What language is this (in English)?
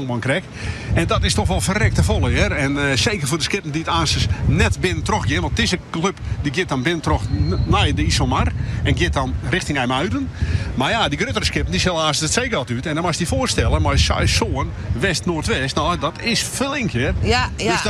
Western Frisian